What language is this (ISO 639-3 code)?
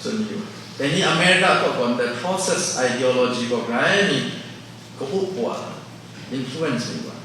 kac